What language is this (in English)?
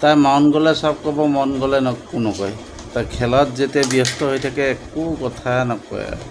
Assamese